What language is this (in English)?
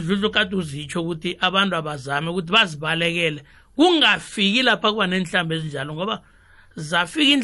South Ndebele